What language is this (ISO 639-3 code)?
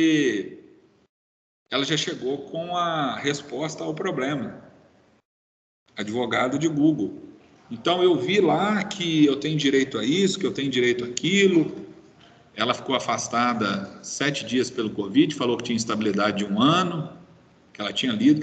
por